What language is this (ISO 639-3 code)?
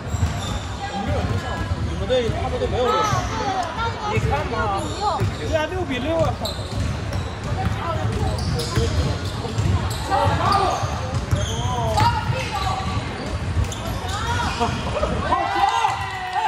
zho